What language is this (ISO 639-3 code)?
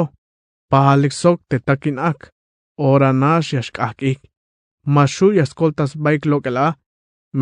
tzh